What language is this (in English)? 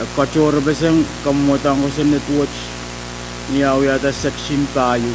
Pohnpeian